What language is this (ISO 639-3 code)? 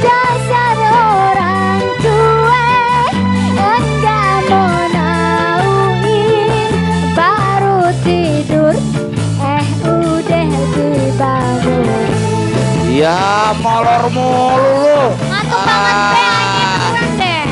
bew